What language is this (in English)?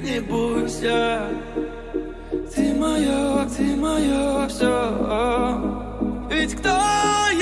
Russian